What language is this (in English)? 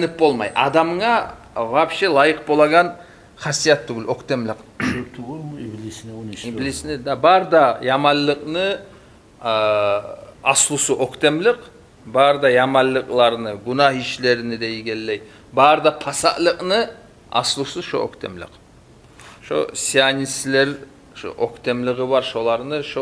Kumyk